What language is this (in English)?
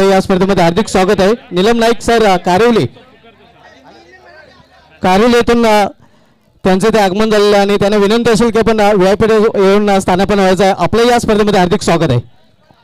Marathi